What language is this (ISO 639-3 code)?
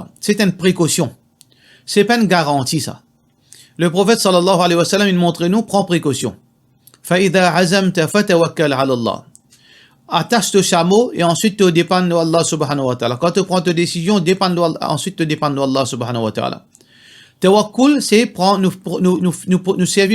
mfe